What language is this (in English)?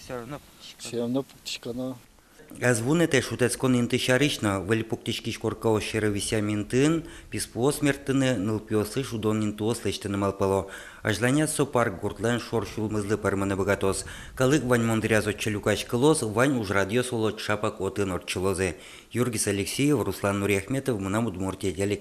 Udmurt